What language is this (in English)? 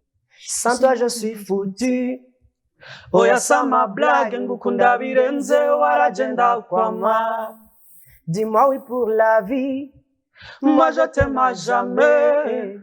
Rundi